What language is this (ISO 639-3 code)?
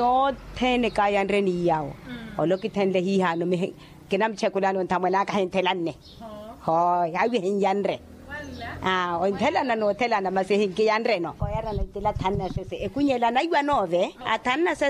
vmw